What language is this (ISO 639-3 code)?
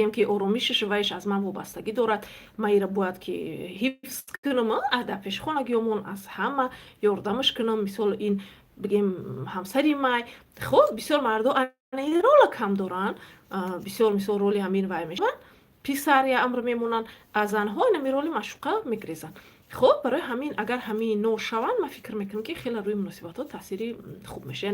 tgk